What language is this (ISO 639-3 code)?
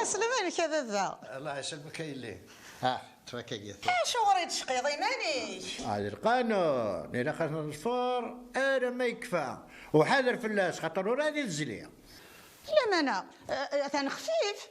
kab